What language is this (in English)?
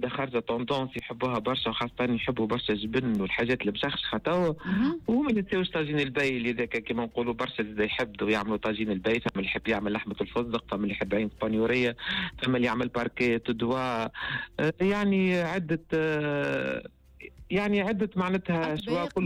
Tunisian Arabic